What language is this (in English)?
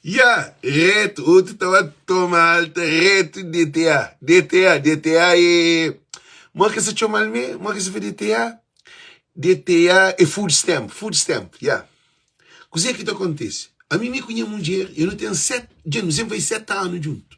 Kabuverdianu